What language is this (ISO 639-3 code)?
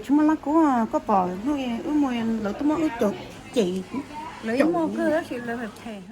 hmn